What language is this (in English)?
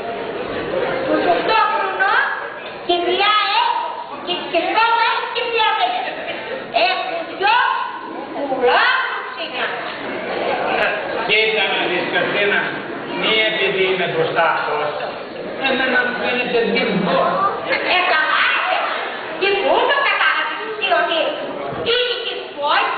Greek